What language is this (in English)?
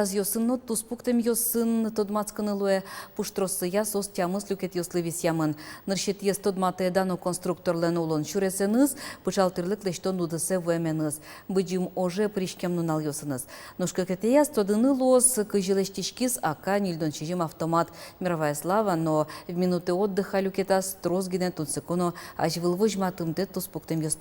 Udmurt